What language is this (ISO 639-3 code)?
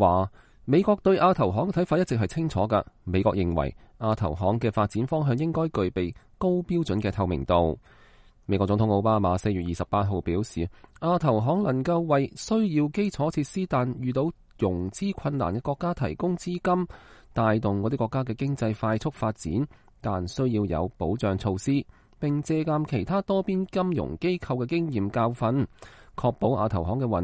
yue